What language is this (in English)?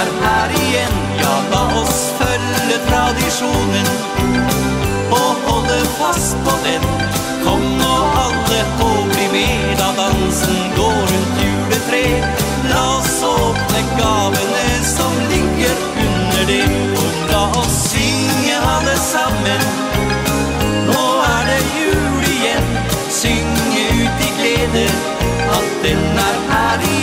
Norwegian